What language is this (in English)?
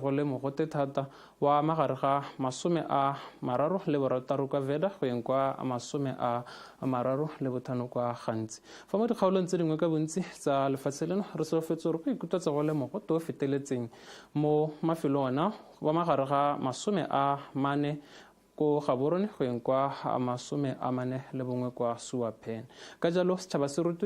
Tswana